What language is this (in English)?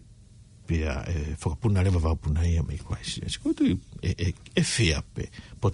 Tongan